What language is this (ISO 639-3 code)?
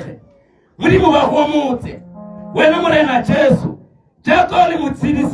tsn